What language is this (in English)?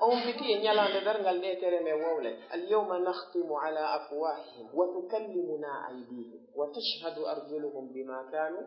Fula